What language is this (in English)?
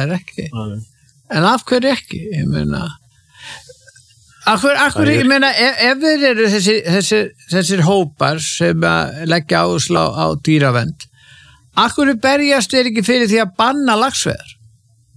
Icelandic